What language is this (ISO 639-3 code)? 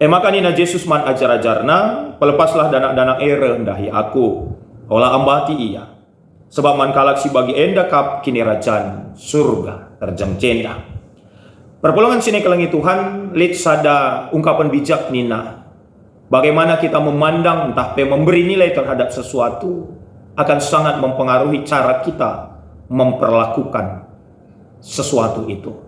btx